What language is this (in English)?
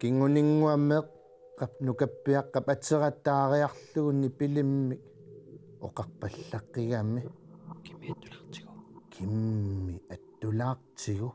Kalaallisut